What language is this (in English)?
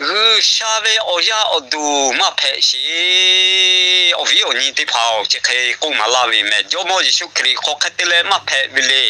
Lahu